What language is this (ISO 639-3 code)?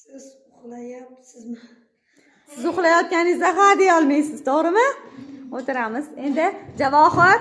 uzb